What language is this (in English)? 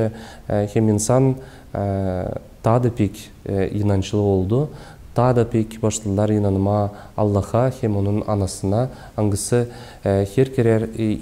Gagauz